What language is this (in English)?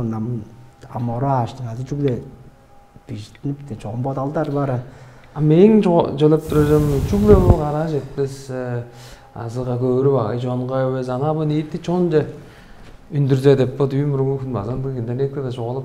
Tuvinian